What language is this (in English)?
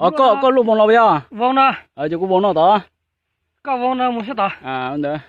Hmong